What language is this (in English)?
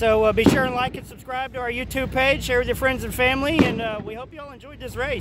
English